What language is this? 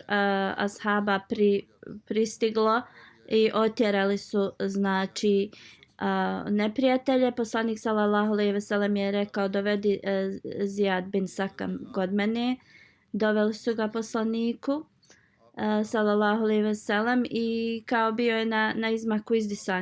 Bosnian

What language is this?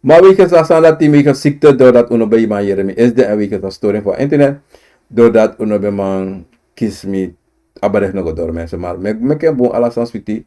Sranan Tongo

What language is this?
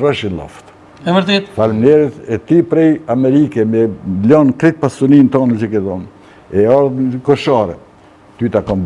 Albanian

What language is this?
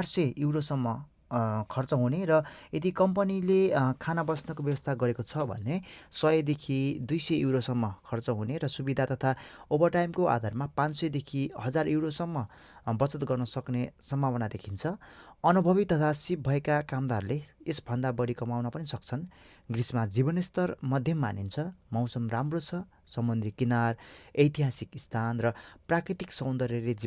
Nepali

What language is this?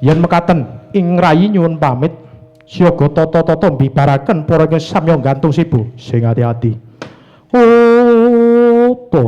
Javanese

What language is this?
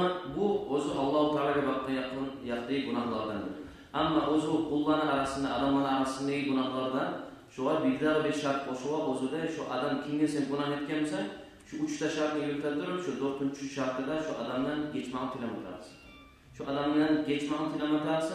Kumyk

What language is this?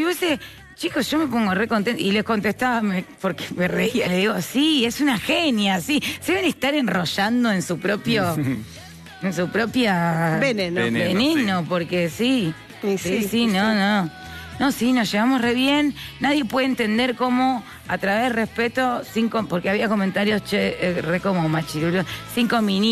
Spanish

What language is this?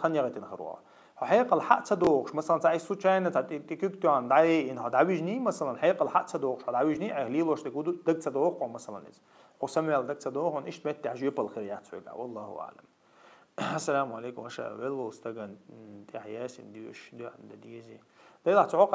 Chechen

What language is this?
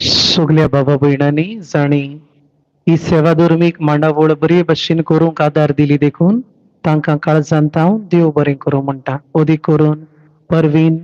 Konkani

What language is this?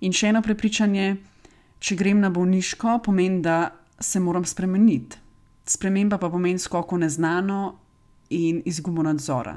Slovenian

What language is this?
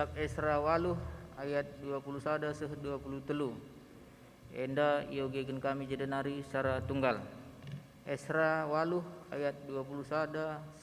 Batak Karo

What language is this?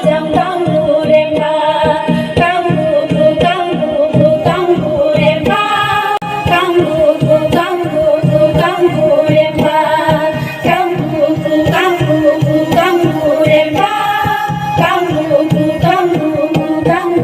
Dimasa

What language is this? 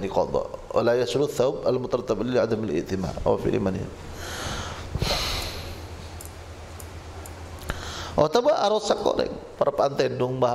Madurese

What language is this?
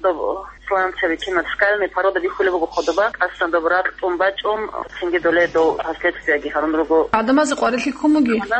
Avaric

